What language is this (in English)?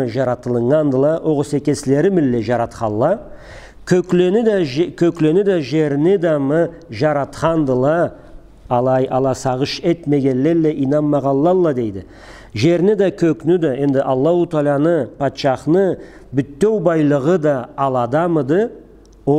Karachay-Balkar